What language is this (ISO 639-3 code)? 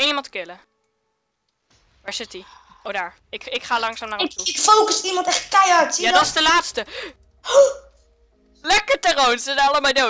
nld